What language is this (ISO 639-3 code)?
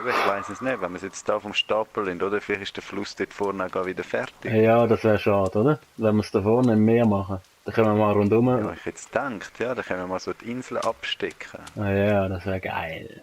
gsw